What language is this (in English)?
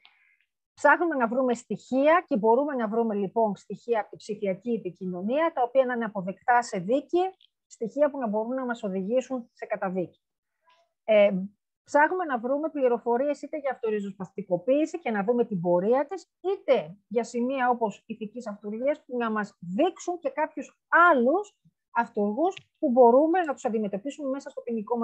Greek